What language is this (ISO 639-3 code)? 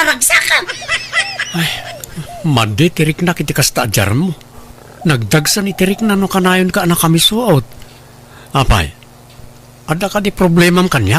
ilo